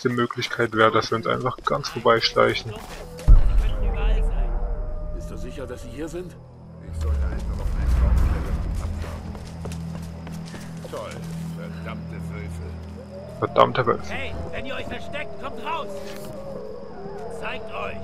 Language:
German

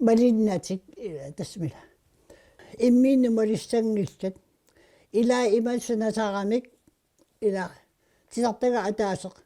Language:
Kalaallisut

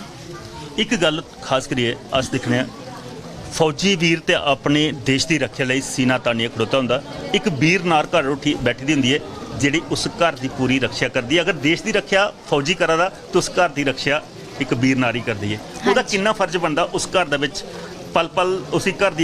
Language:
Dogri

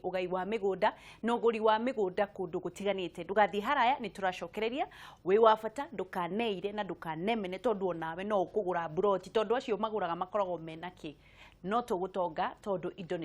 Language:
Kikuyu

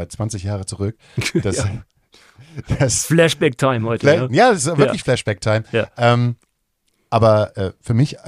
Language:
German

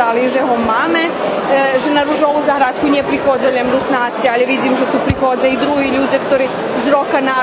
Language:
Rusyn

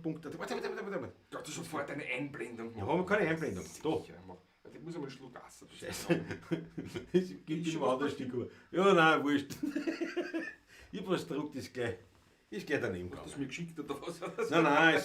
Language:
Bavarian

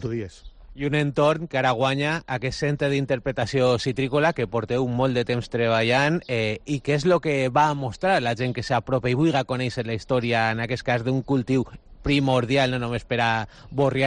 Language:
Catalan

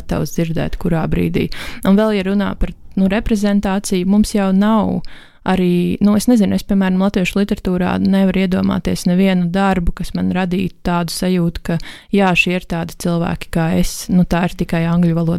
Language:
Latvian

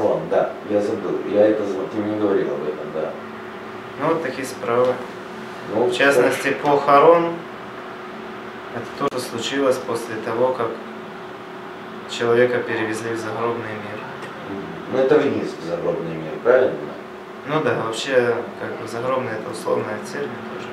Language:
Russian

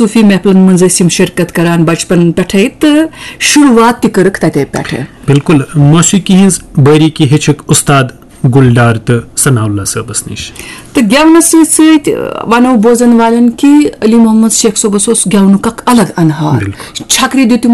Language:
Kashmiri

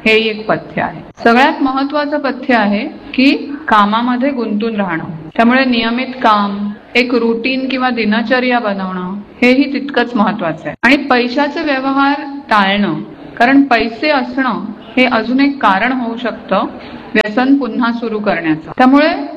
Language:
Marathi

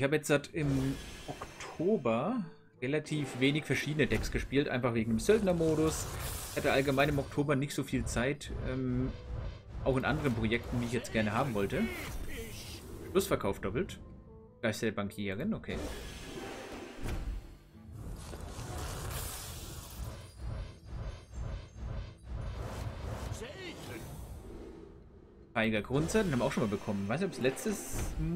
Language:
German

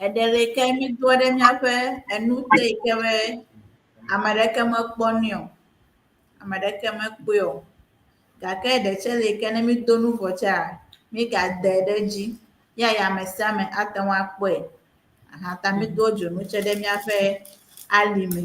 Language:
Ewe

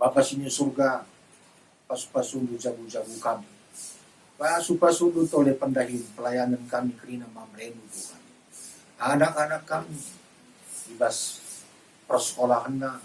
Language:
Batak Karo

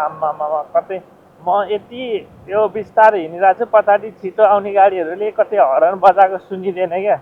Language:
Nepali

